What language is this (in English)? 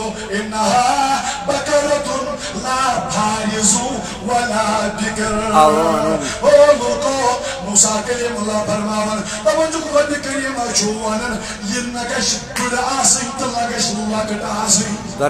Kashmiri